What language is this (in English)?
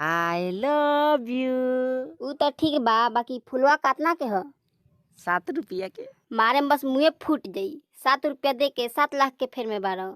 Magahi